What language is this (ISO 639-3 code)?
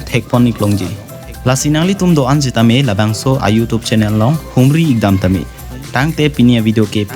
mjw